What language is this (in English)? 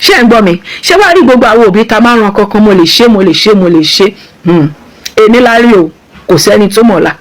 Yoruba